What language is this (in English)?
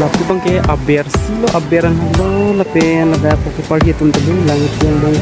Karbi